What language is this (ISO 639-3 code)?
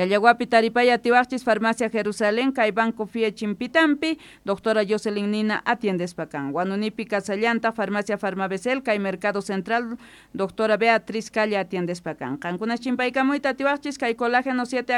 quh